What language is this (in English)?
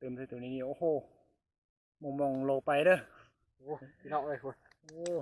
Lao